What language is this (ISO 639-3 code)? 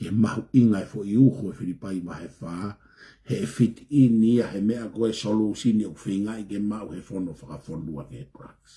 ton